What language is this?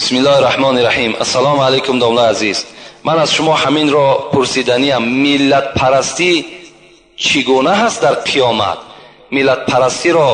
Tajik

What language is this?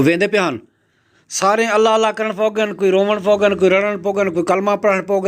Saraiki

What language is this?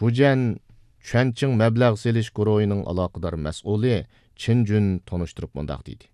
Uyghur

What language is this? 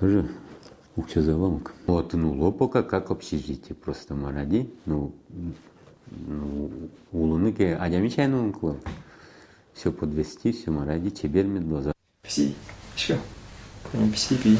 Udmurt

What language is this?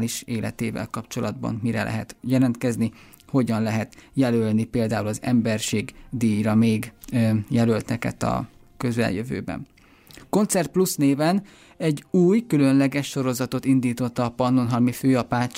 Hungarian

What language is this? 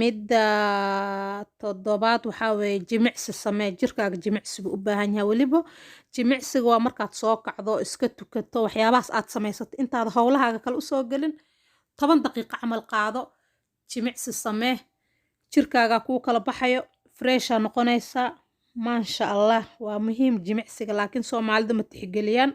Somali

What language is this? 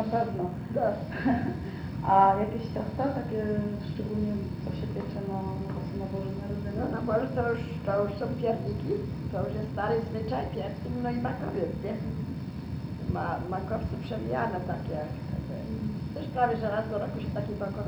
Polish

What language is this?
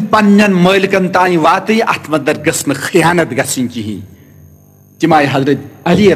Kashmiri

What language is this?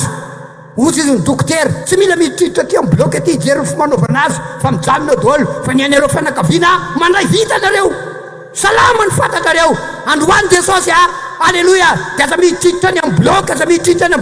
Malagasy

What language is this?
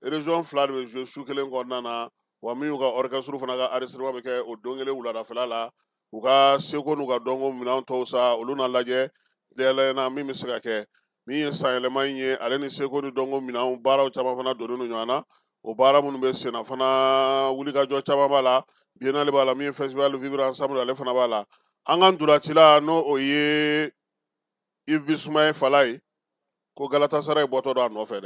Bambara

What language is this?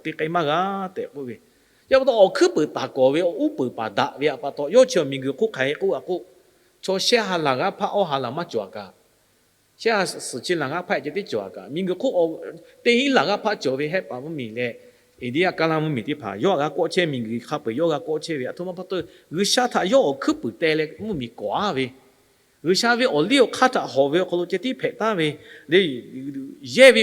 Lahu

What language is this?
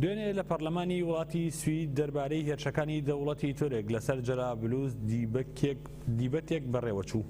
Central Kurdish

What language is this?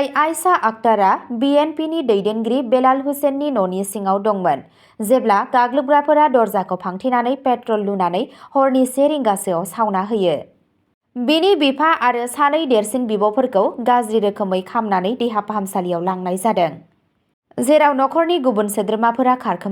Bodo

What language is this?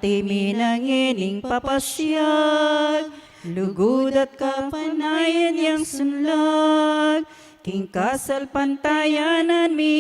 Pampanga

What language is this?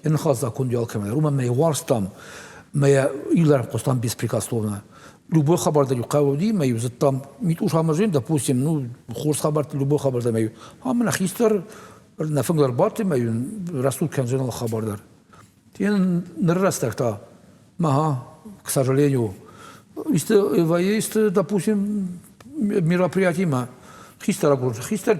Ossetic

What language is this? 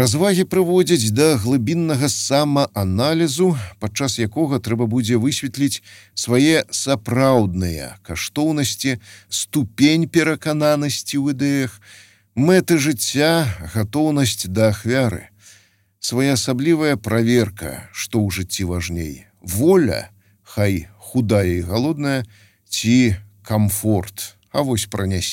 Belarusian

